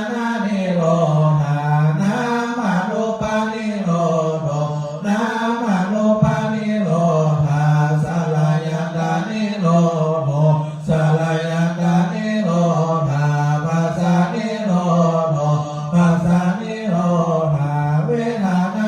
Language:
Pali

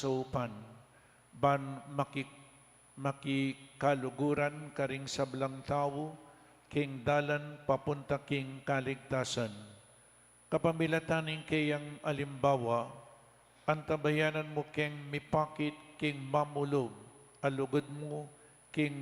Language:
Pampanga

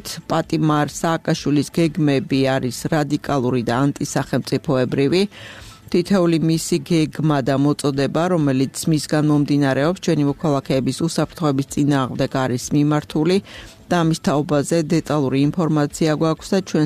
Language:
Georgian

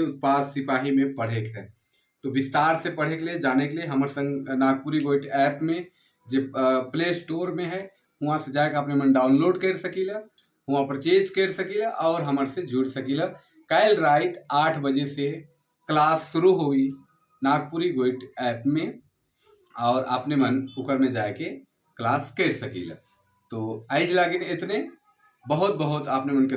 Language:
Sadri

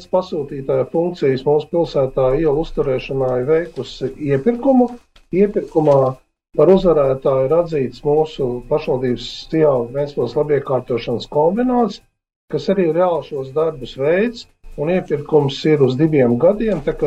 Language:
Latvian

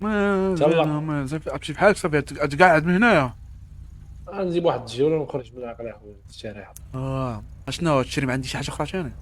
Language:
Moroccan Arabic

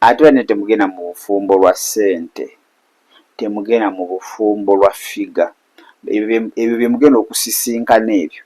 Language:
Ganda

